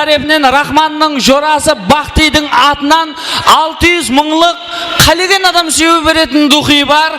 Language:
Kara-Kalpak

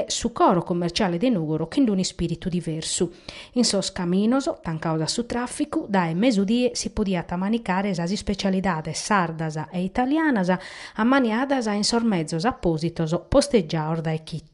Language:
Sardinian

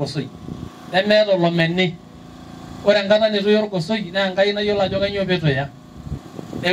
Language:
Masai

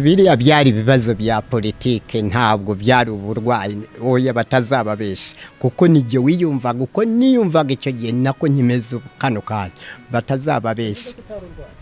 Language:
Kinyarwanda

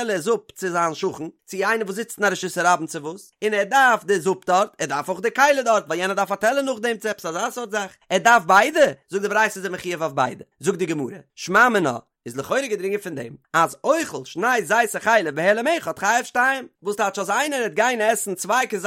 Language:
Yiddish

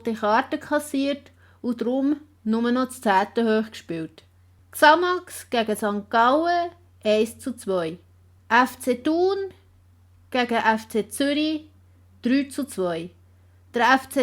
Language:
Swiss German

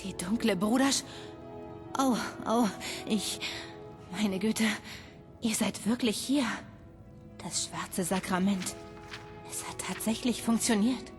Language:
Bavarian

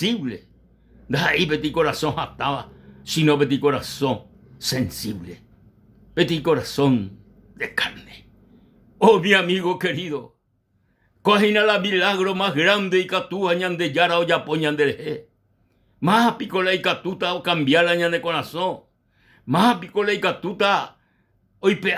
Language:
Guarani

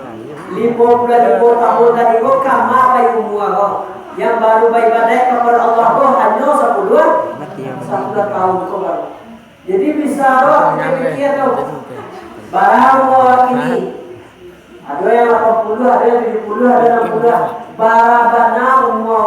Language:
Minangkabau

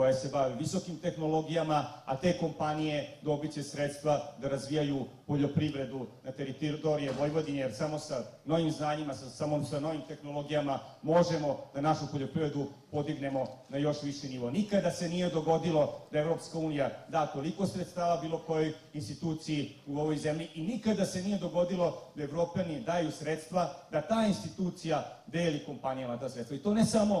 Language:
Serbian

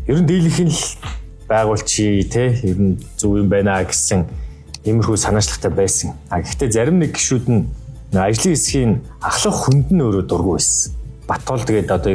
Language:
Mongolian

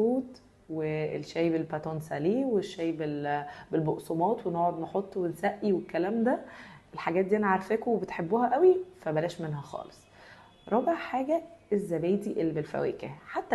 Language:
Egyptian Arabic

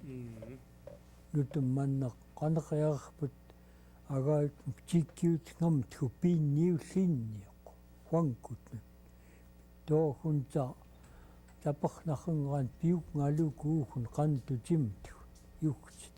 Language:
Central Yupik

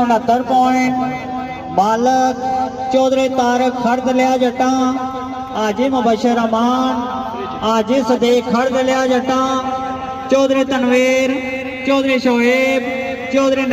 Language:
Pahari-Potwari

